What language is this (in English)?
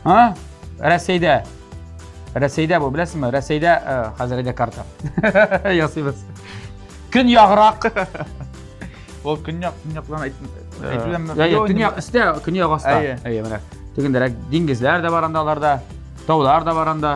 Tatar